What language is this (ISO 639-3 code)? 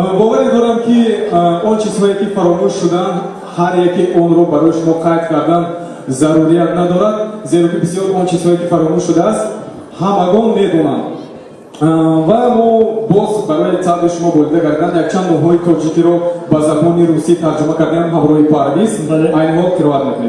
tgk